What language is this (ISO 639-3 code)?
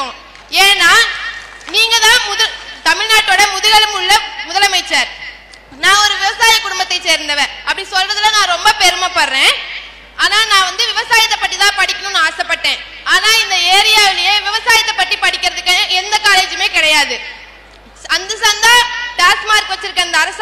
tam